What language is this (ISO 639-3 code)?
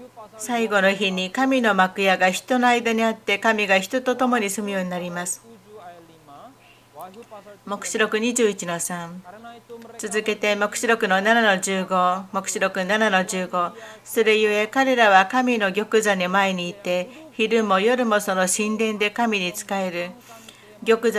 jpn